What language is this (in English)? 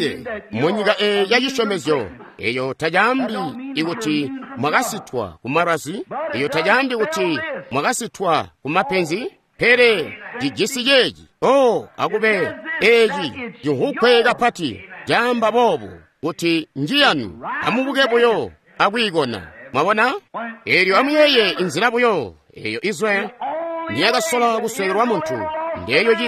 Tonga (Zambia)